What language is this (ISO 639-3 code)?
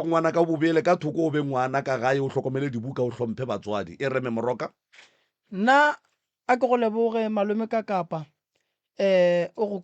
nso